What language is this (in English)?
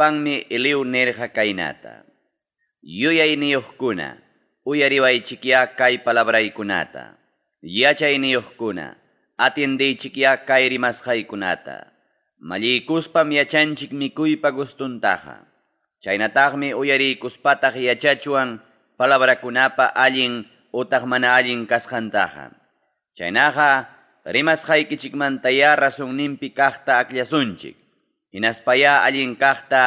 Ayacucho Quechua